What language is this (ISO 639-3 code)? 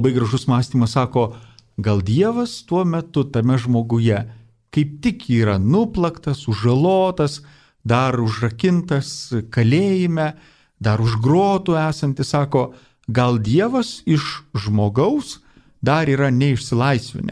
lit